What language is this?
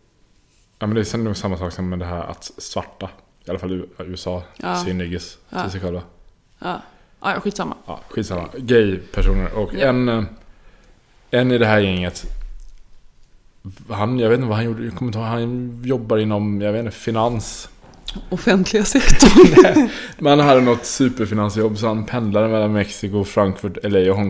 Swedish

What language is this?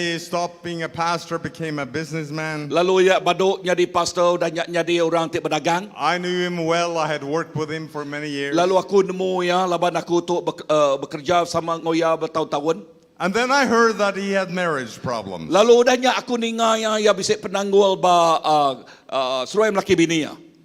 Iban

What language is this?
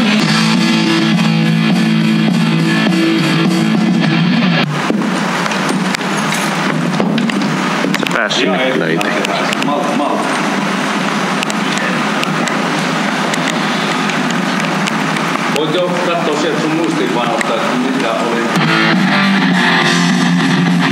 Finnish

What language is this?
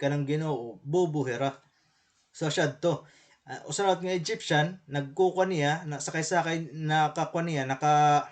Waray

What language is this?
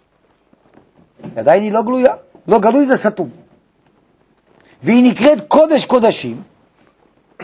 Hebrew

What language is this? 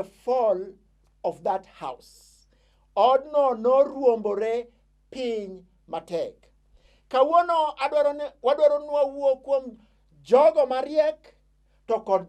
Luo (Kenya and Tanzania)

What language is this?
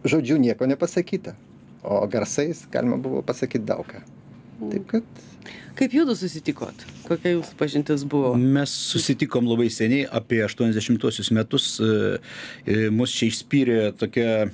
Lithuanian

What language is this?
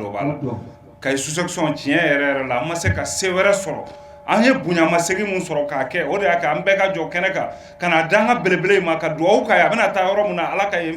Bambara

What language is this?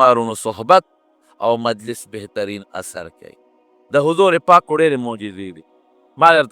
Pashto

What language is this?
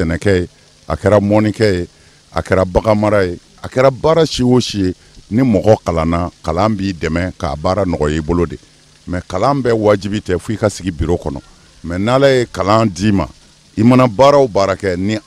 Bambara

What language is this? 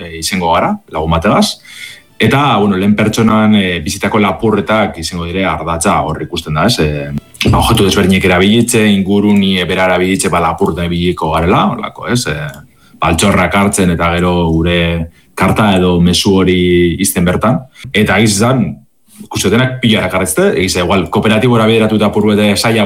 Basque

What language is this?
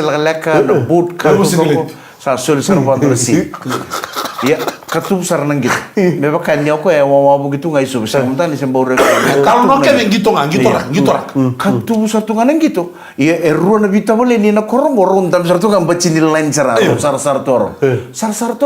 Fijian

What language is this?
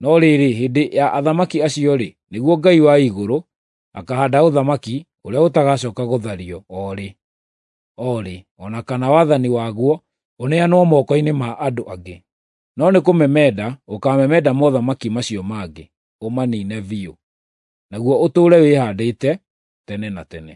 Kikuyu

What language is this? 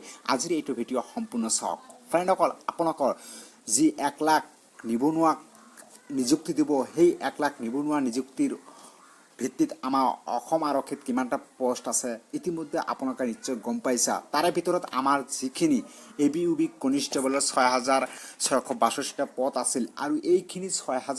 Assamese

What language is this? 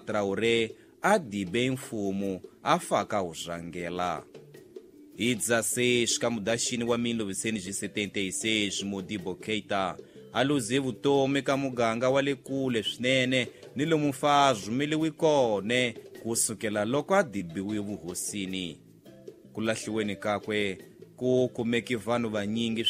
Tsonga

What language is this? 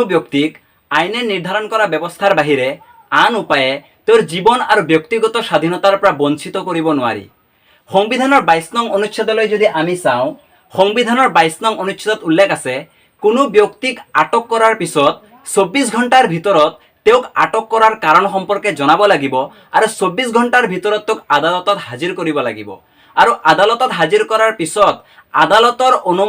Assamese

